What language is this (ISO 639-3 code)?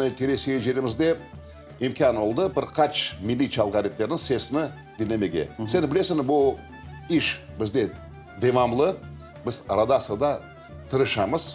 crh